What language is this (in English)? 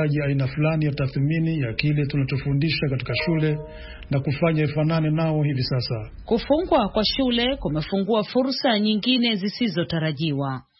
Swahili